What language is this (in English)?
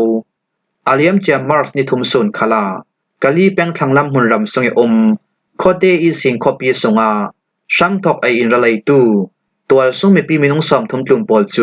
Falam Chin